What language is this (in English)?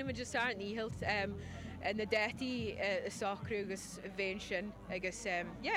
Irish